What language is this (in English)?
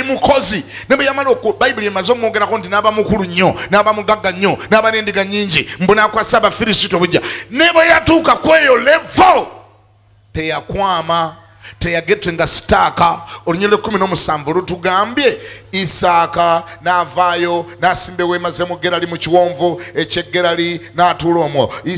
Ganda